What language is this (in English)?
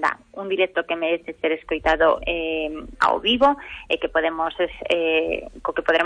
Galician